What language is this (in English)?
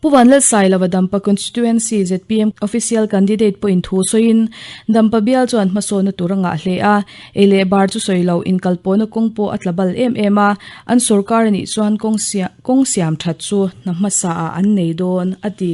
Mizo